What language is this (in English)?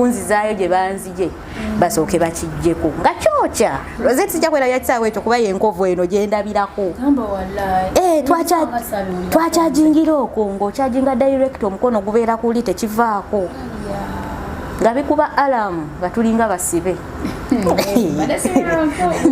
Ganda